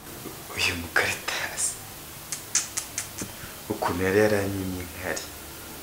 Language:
Kinyarwanda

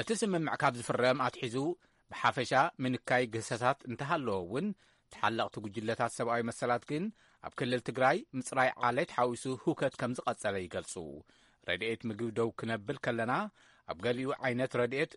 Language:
Tigrinya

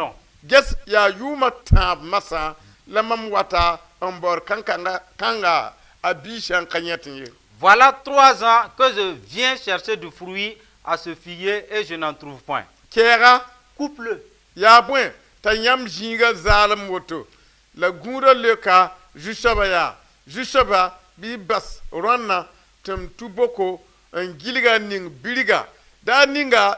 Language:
Mossi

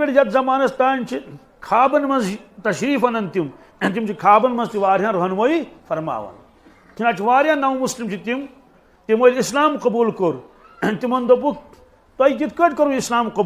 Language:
Kashmiri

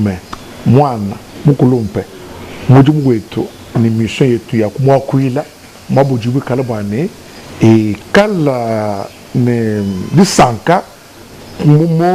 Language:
Luba-Lulua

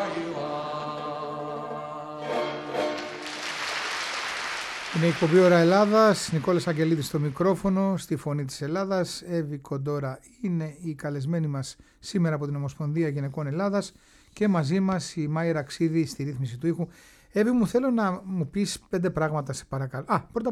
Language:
Greek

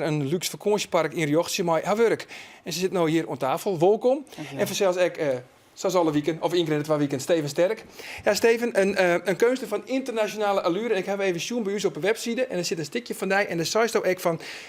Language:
Western Frisian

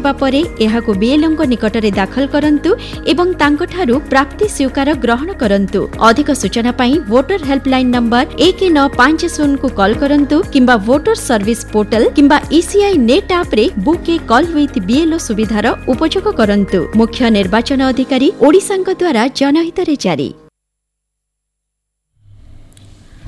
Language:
Odia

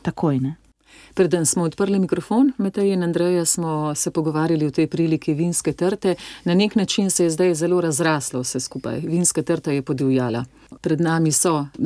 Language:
Slovenian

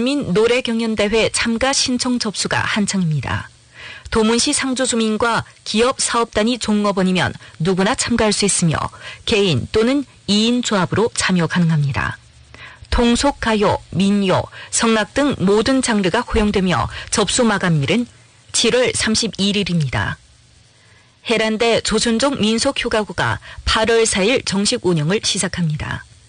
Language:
Korean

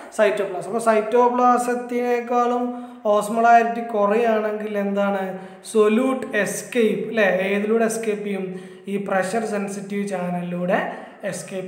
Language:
Malayalam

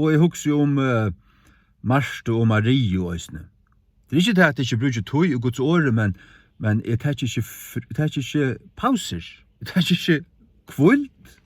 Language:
Faroese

